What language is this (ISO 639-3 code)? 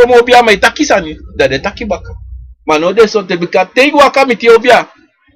srn